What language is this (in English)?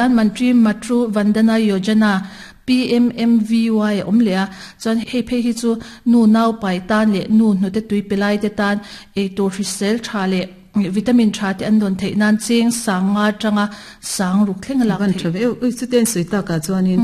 Mizo